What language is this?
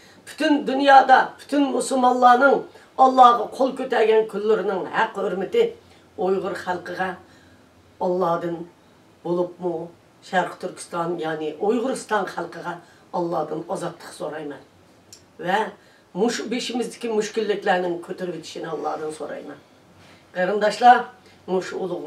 Uyghur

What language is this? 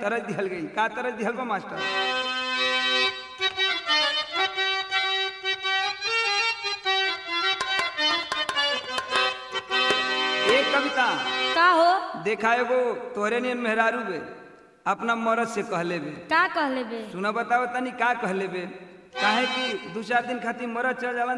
Bhojpuri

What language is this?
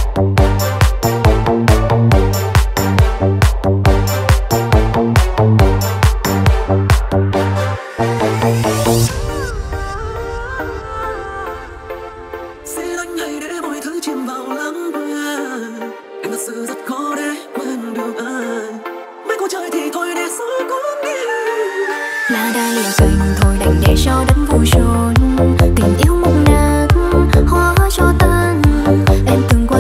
Vietnamese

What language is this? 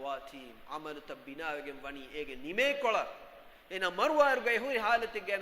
Divehi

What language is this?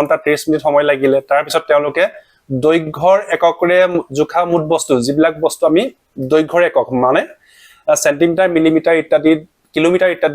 Assamese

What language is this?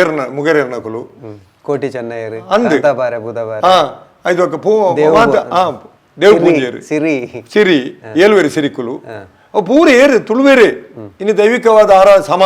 Tulu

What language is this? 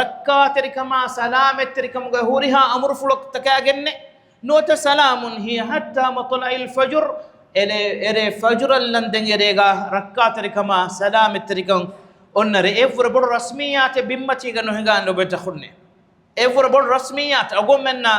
Divehi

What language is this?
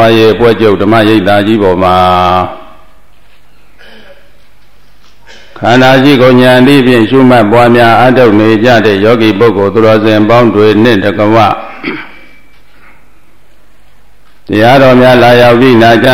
Burmese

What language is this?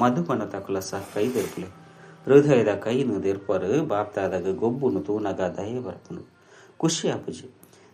Tulu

